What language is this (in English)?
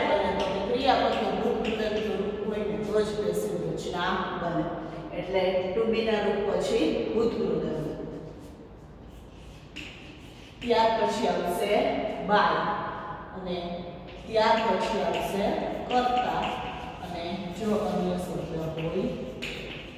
Gujarati